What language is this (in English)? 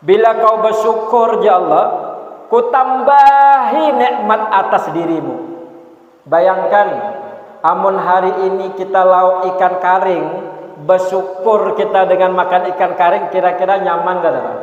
Banjar